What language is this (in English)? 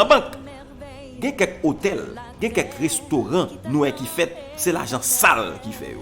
Haitian Creole